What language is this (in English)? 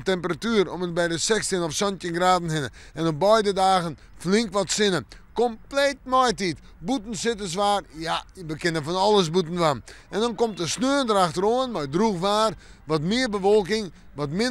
Western Frisian